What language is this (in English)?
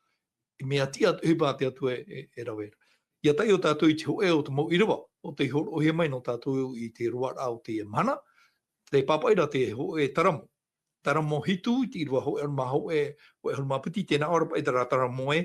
Tahitian